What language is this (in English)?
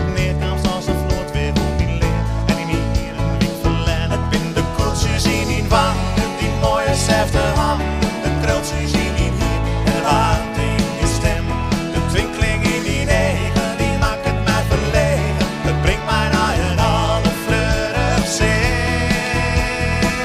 Western Frisian